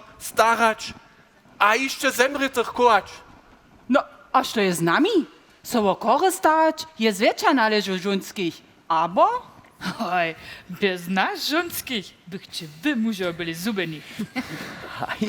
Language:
Upper Sorbian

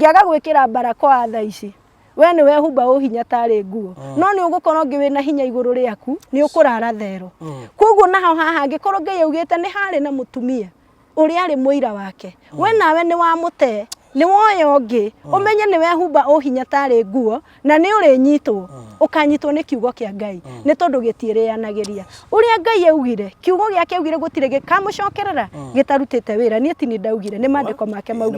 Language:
Kikuyu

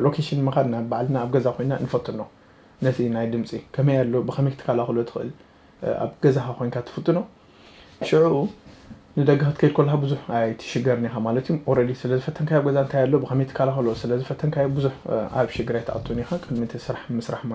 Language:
Tigrinya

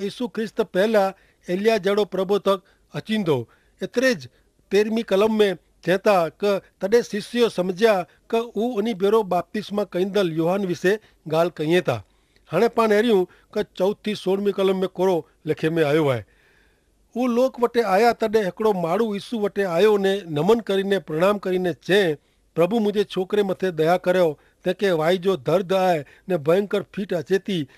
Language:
Kachhi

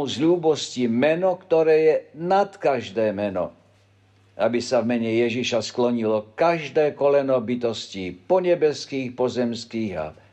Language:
Slovak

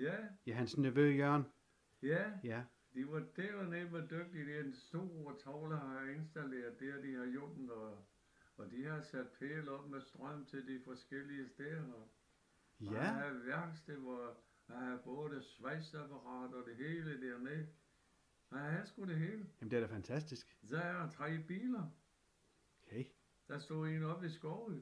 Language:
Danish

